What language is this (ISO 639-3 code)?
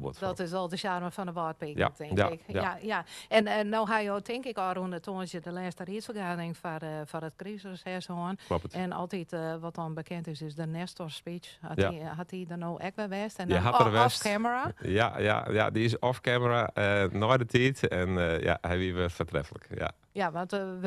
fry